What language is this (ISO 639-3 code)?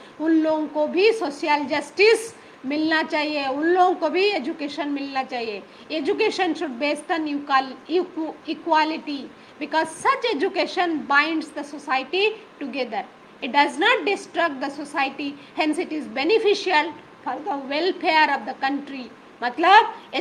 hin